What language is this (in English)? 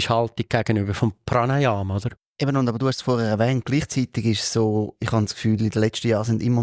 Swiss German